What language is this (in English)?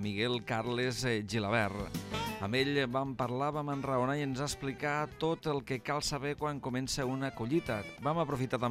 Catalan